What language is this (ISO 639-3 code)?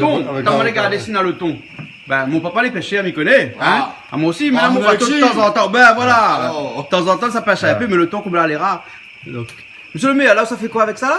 rcf